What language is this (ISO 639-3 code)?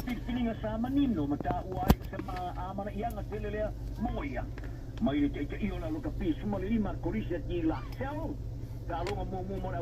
smo